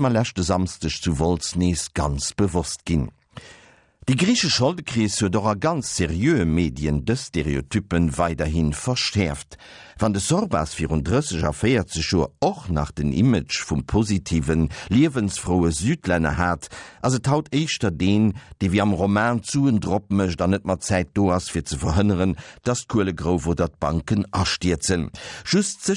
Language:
Luxembourgish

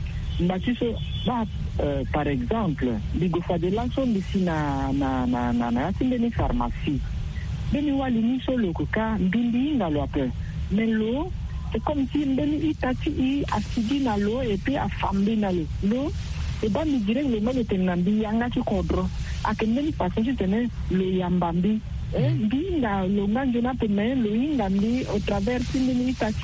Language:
Sango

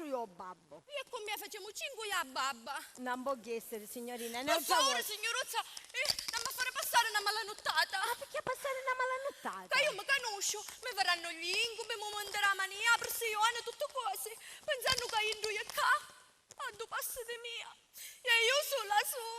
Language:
Sicilian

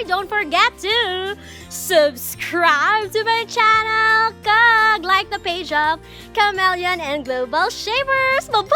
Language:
Hiligaynon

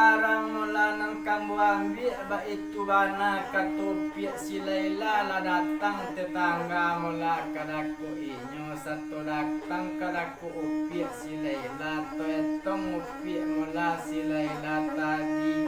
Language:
Minangkabau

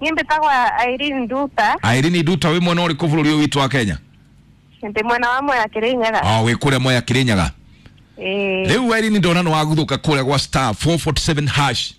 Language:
Kikuyu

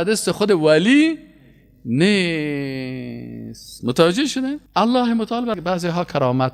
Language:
Persian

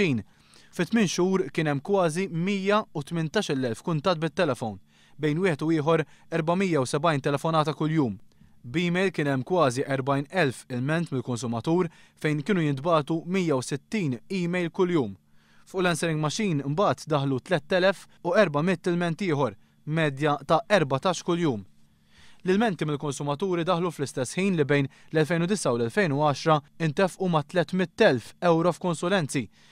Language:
Maltese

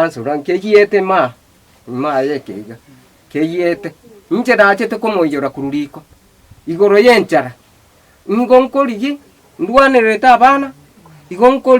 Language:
Gusii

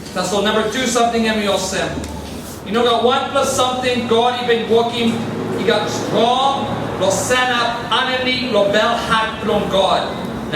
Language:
Tok Pisin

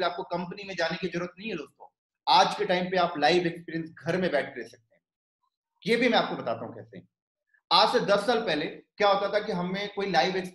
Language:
Hindi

